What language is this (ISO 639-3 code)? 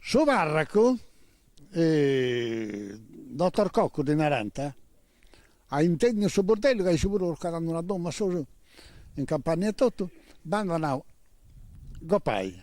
srd